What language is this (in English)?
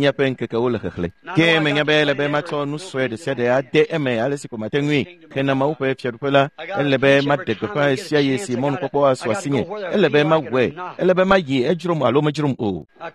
Ewe